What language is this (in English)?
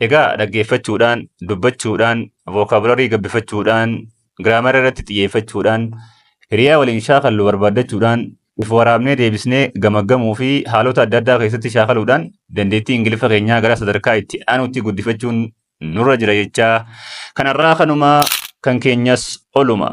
Oromo